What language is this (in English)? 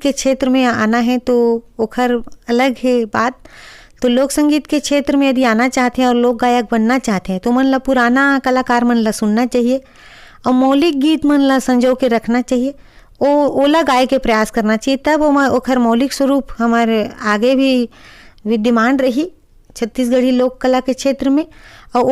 Chhattisgarhi